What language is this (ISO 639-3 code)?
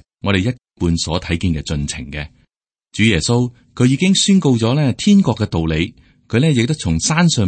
yue